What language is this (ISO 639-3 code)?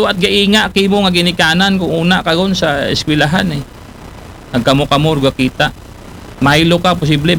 akl